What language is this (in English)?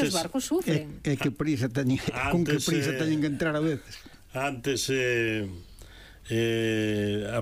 Galician